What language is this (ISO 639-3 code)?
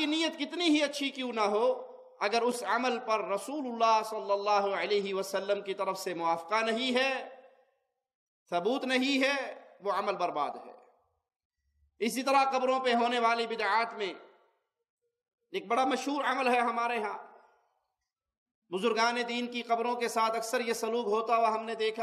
urd